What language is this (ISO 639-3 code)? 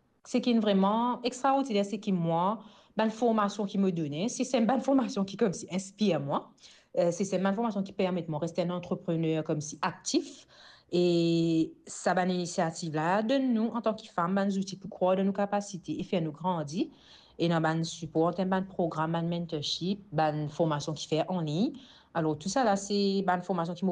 mfe